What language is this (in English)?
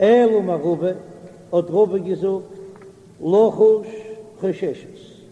Yiddish